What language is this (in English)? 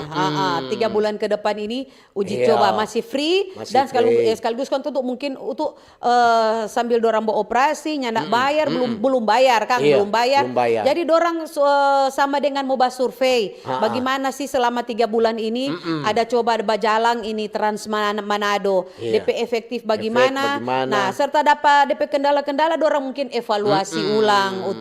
Manado Malay